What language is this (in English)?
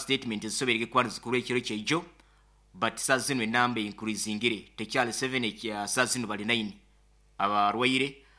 Nyankole